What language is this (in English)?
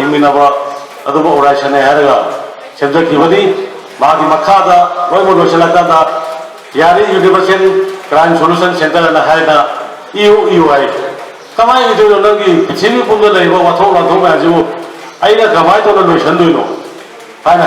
Manipuri